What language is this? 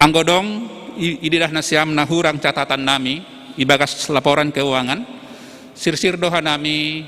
Batak Simalungun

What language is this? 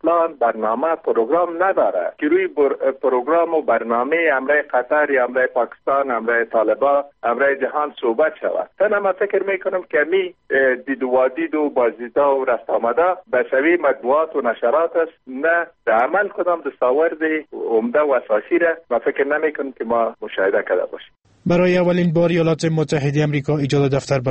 Persian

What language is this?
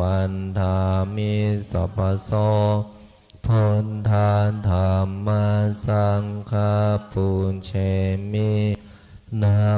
Pali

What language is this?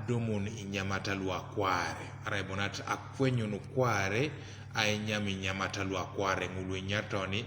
Teso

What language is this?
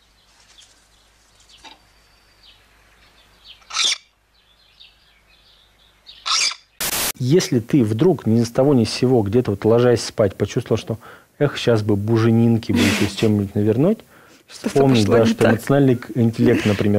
Russian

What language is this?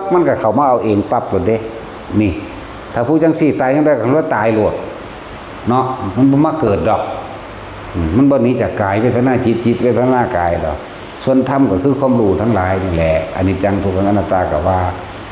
Northeastern Thai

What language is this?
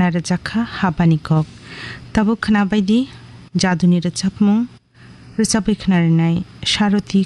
Kok Borok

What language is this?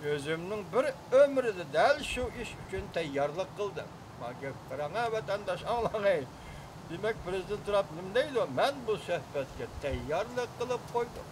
Uyghur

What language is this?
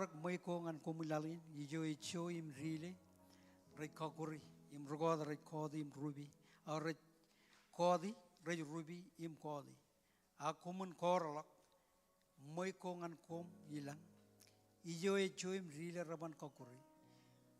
Marshallese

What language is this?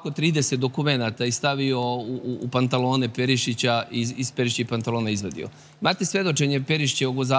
Serbian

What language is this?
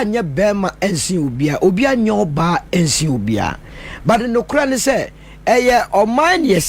Akan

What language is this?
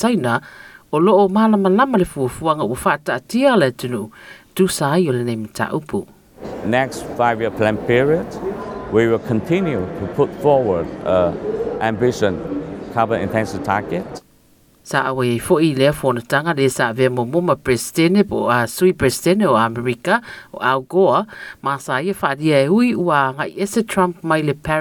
Samoan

